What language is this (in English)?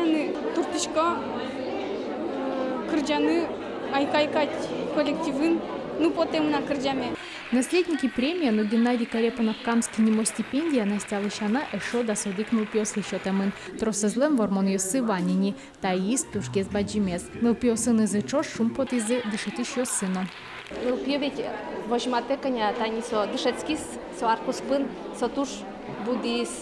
Udmurt